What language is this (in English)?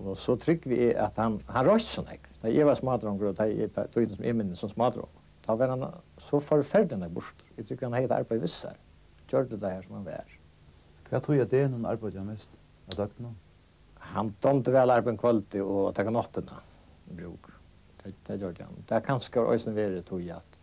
Faroese